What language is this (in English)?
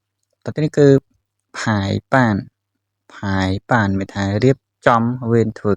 Khmer